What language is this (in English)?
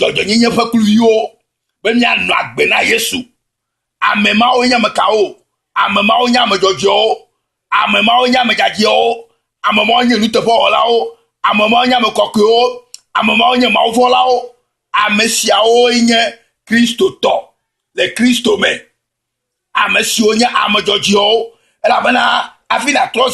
Ewe